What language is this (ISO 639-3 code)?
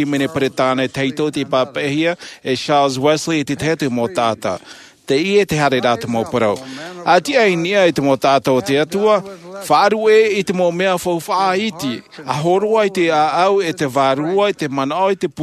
tah